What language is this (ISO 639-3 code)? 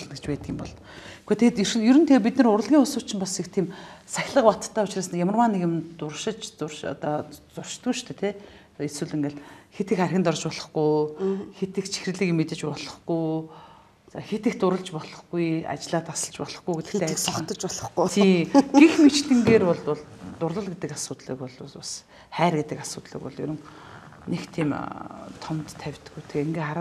mon